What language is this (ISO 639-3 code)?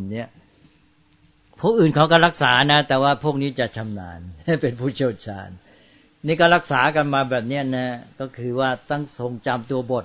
tha